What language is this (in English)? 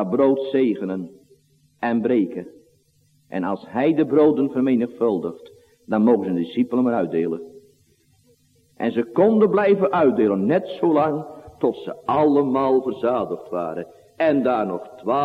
Dutch